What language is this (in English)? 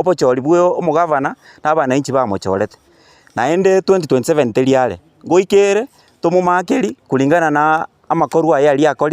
Gusii